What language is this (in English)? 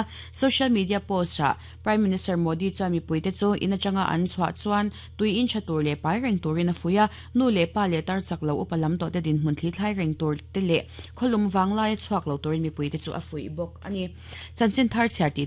Mizo